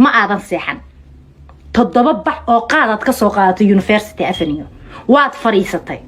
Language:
Somali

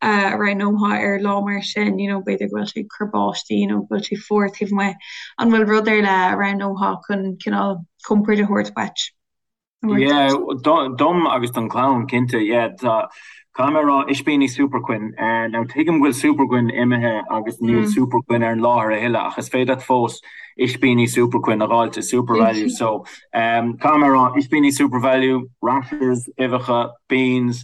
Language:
Irish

